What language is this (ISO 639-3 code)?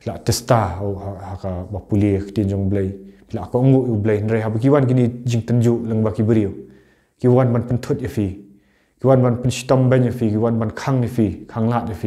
kha